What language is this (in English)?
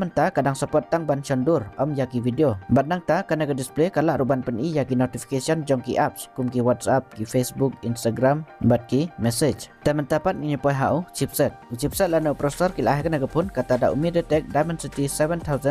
Khasi